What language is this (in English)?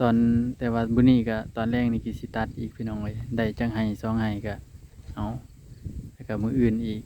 Northeastern Thai